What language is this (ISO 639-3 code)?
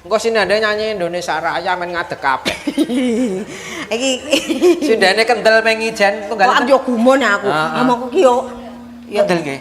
jav